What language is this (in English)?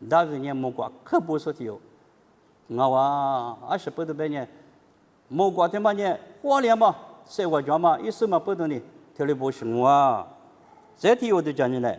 Lisu